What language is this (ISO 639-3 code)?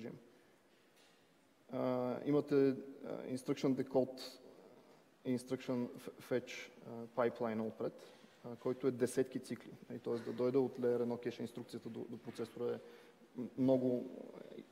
bul